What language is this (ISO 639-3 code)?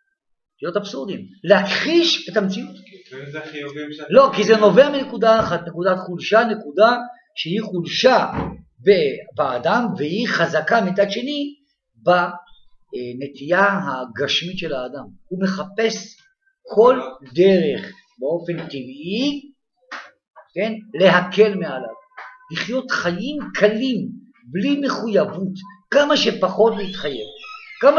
heb